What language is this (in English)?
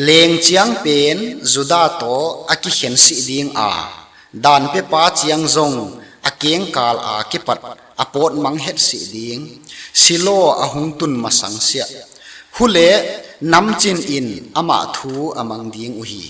Tedim Chin